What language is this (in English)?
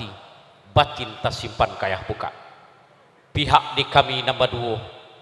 Minangkabau